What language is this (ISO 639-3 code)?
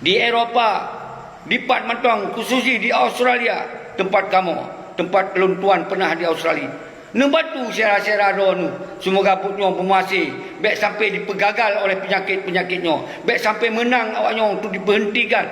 ace